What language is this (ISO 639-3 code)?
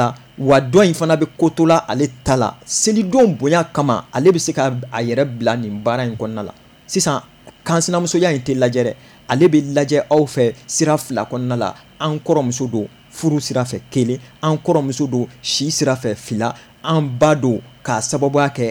bam